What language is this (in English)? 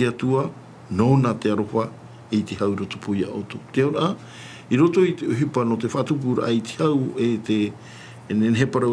Tahitian